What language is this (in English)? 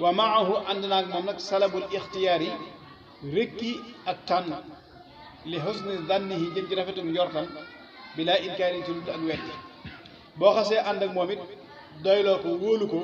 Wolof